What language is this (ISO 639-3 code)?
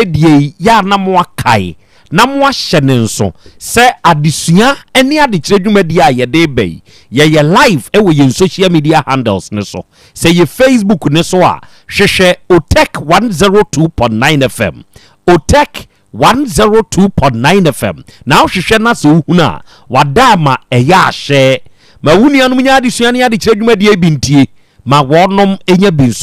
aka